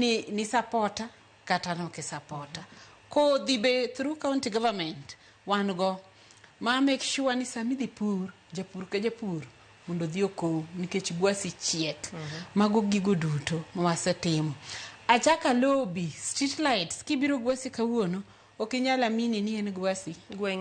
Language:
Luo (Kenya and Tanzania)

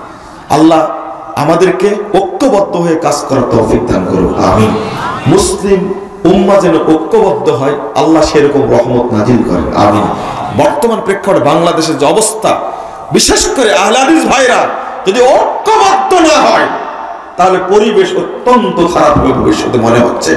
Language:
Bangla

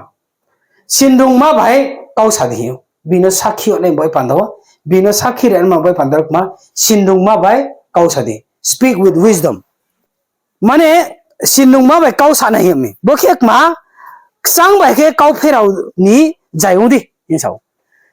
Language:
Riang (India)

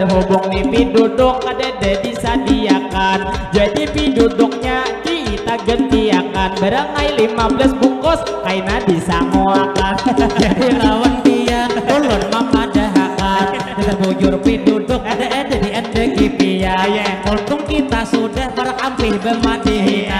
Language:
Banjar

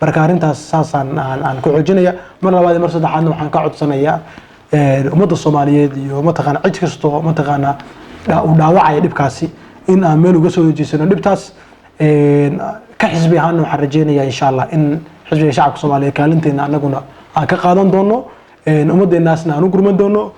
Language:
Somali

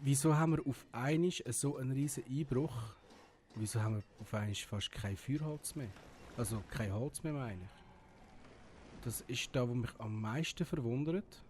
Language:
Swiss German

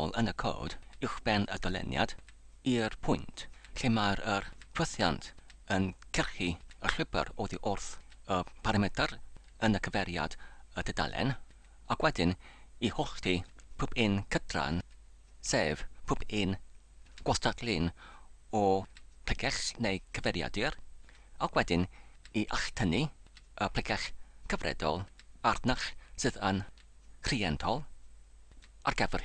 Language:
Welsh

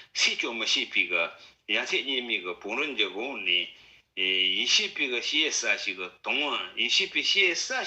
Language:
Tibetan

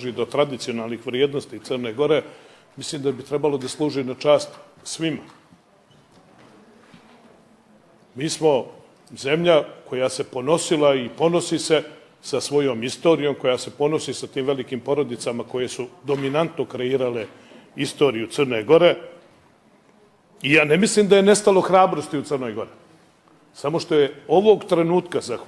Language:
Serbian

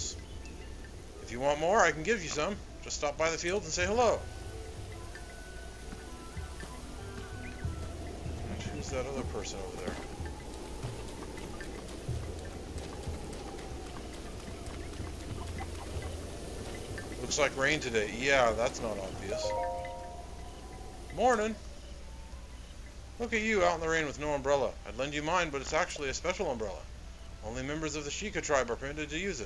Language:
English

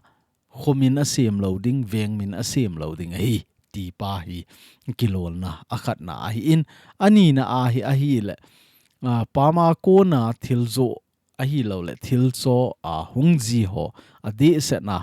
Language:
Thado Chin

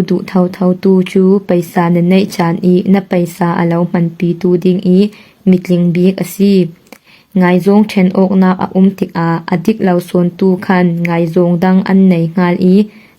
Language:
Falam Chin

